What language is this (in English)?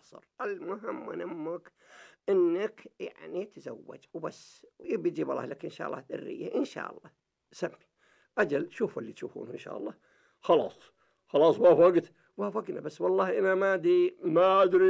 Najdi Arabic